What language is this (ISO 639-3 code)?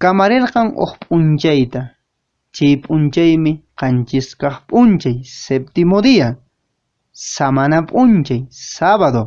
que